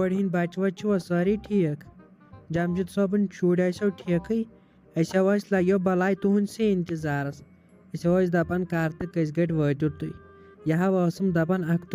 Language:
Kashmiri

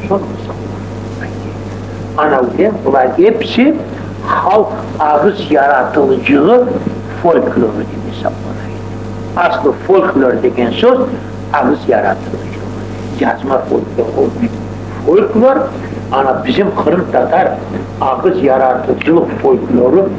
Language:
Crimean Tatar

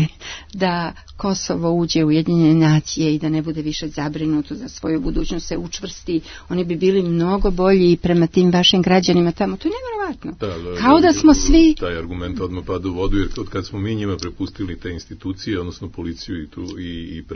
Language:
Serbian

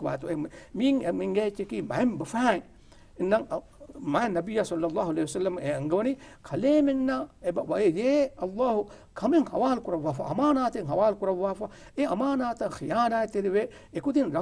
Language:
Divehi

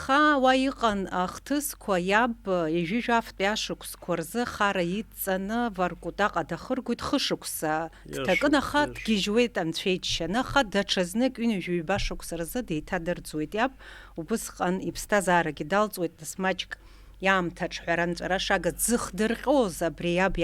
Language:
Abkhazian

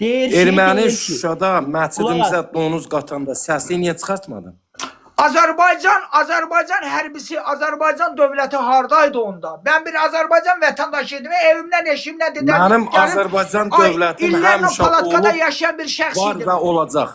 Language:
Azerbaijani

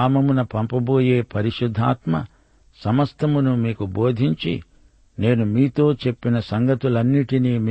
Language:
Telugu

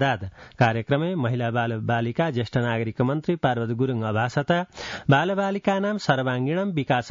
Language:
Sanskrit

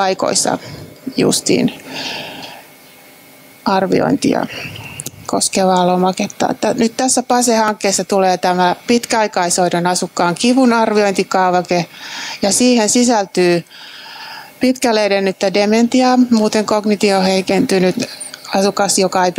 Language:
Finnish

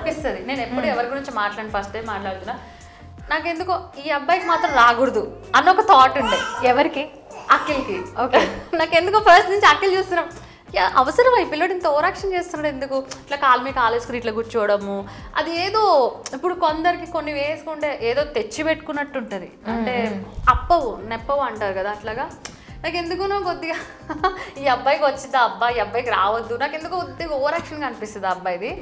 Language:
Telugu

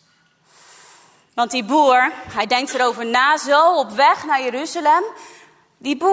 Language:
Dutch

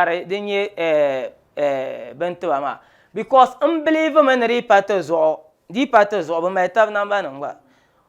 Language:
Dagbani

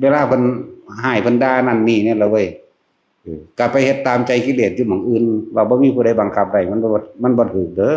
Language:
Northeastern Thai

